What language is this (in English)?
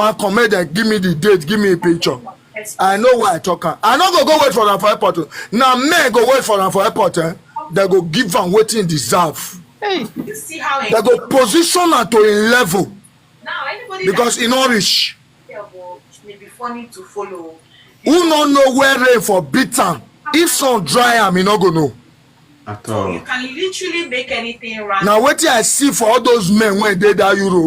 Nigerian Pidgin